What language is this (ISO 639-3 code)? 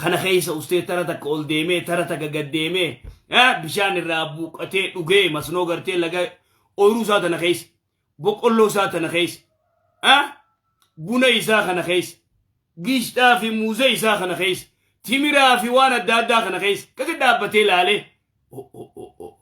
orm